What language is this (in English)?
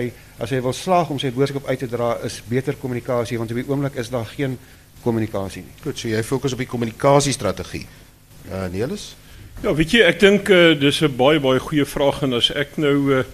Afrikaans